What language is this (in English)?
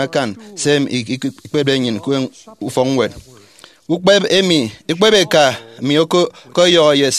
Efik